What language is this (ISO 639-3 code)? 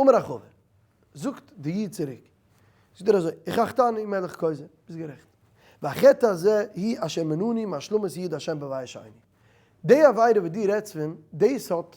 yid